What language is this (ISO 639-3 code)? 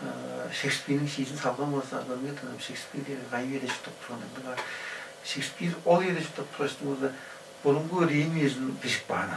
tyv